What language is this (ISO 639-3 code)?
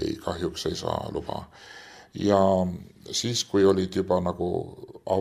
est